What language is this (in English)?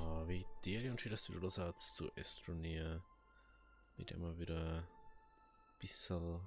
Bavarian